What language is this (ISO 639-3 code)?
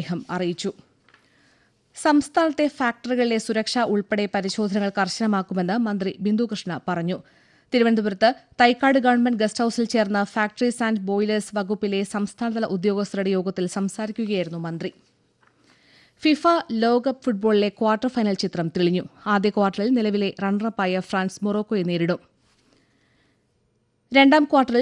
mal